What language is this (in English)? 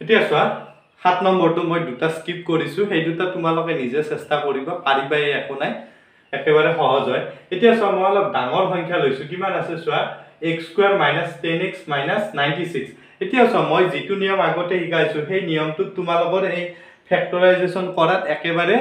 Assamese